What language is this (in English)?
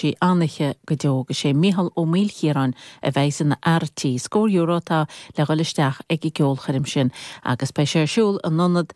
Irish